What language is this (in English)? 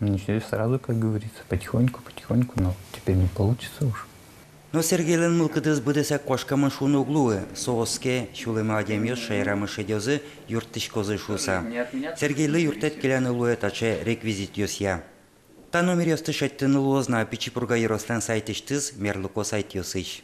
Udmurt